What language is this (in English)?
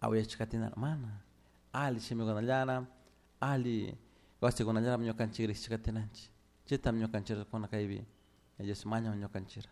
Chimborazo Highland Quichua